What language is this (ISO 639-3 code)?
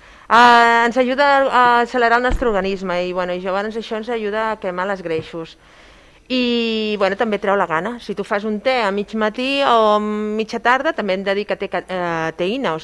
cat